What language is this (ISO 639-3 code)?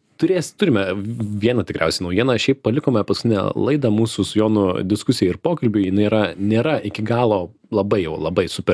lit